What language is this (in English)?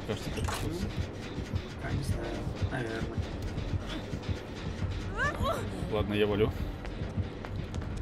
Russian